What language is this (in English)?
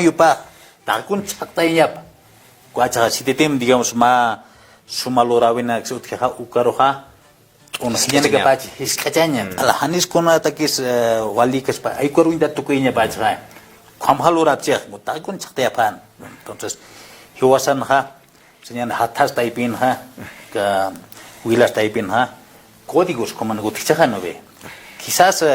Aymara